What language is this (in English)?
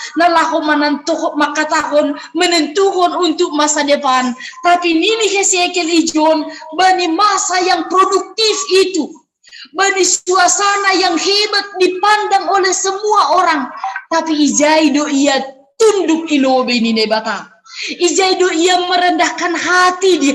Batak Simalungun